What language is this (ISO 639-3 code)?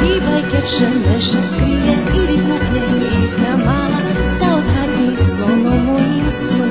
rue